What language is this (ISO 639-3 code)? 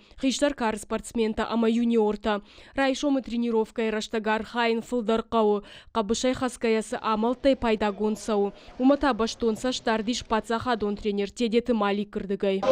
oss